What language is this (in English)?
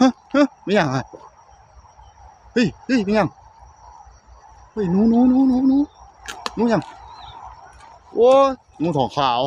Northeastern Thai